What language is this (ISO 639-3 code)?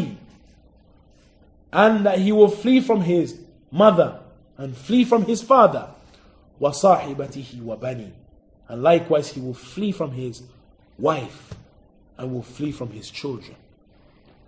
eng